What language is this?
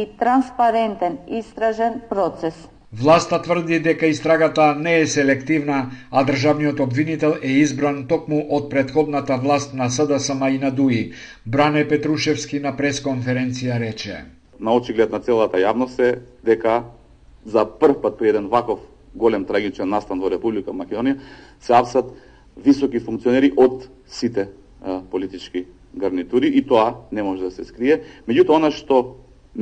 Macedonian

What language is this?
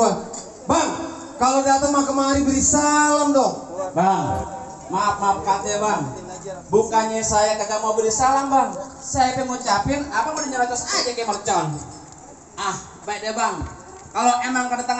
Betawi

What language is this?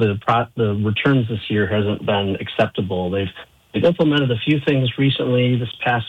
English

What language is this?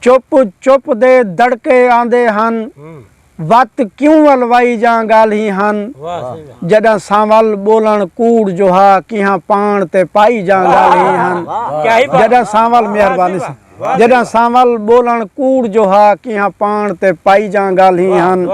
Saraiki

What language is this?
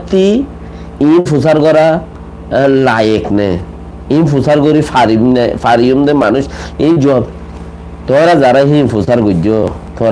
Rohingya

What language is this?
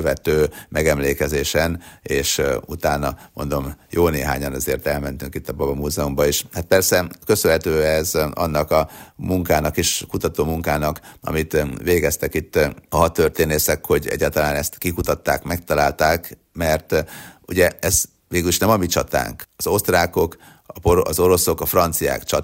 Hungarian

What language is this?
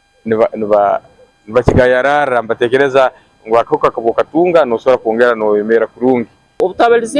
Nyankole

